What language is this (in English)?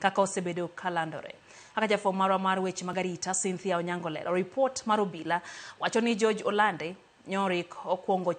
Luo (Kenya and Tanzania)